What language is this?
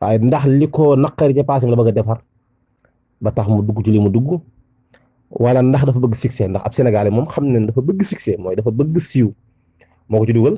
Wolof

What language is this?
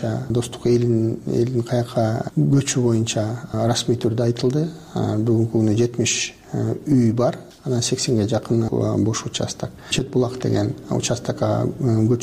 Kyrgyz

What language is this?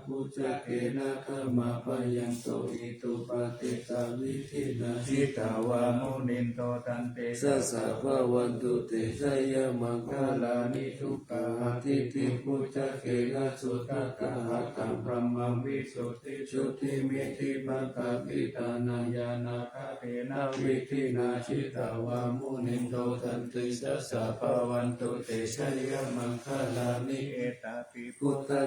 Pali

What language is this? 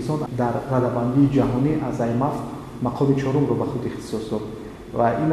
Tajik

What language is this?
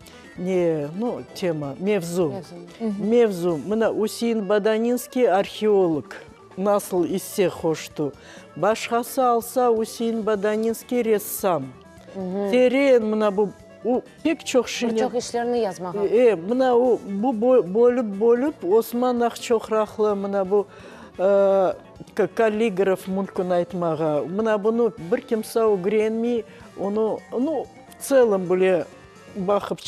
Crimean Tatar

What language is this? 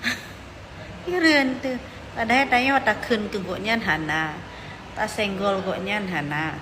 Achinese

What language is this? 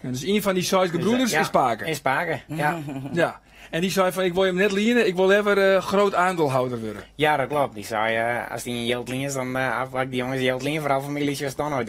Western Frisian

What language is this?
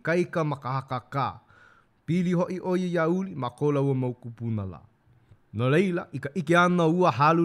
Hawaiian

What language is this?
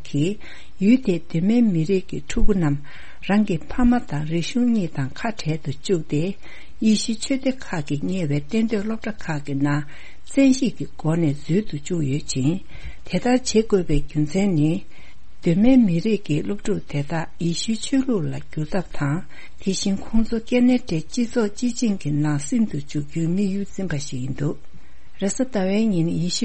Tibetan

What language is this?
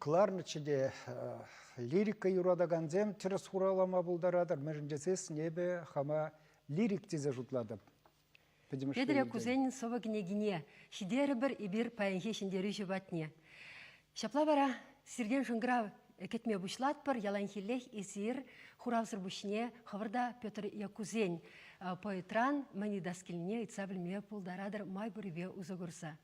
Chuvash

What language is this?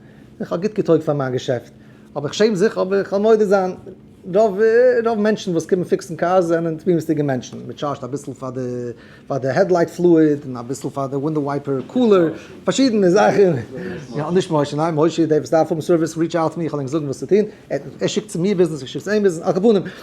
Yiddish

